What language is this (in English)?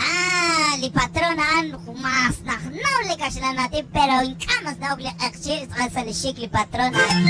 Kekchí